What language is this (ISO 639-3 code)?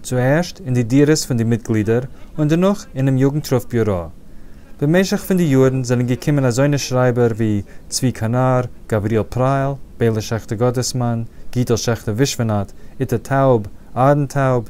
yid